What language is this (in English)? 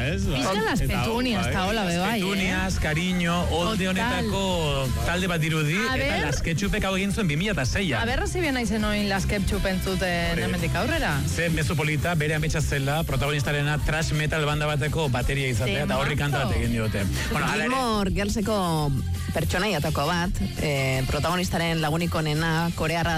Basque